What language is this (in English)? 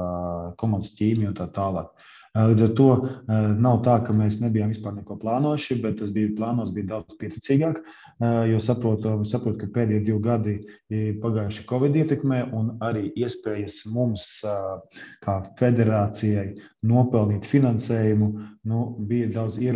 Latvian